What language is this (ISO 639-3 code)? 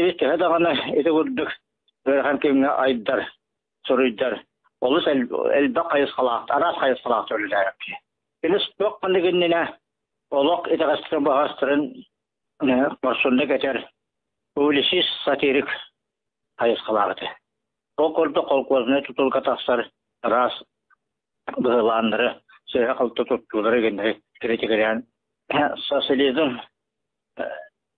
sah